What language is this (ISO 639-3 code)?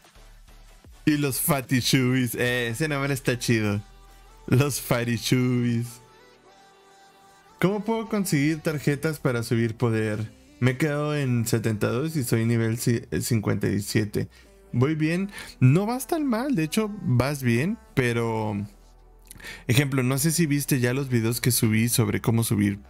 spa